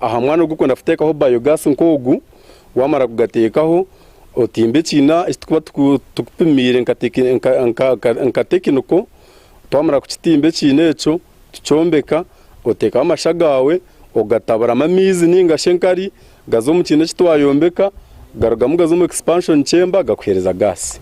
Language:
Nyankole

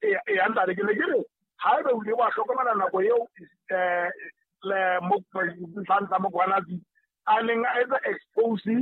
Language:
Southern Sotho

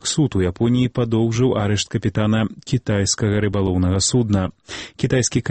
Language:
Belarusian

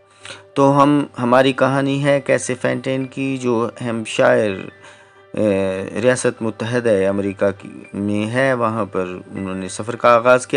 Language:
Urdu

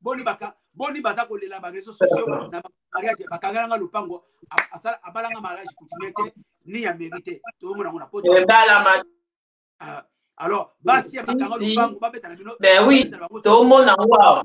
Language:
Lingala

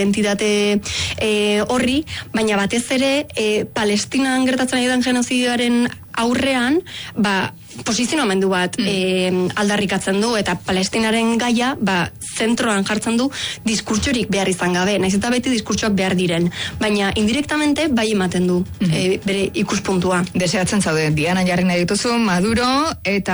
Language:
Basque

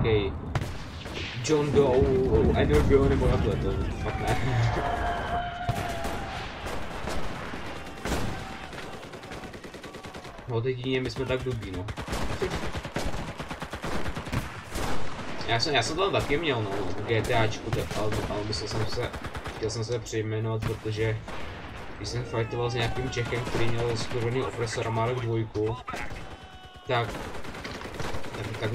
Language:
Czech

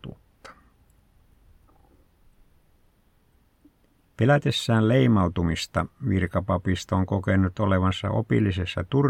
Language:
Finnish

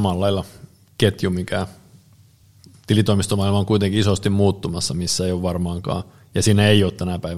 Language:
Finnish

